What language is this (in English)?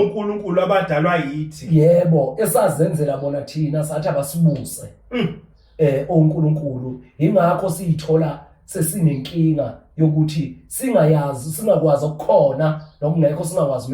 Zulu